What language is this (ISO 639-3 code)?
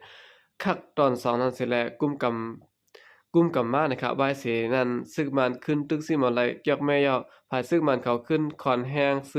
shn